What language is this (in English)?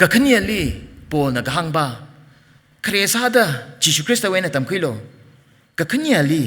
Tangkhul Naga (India)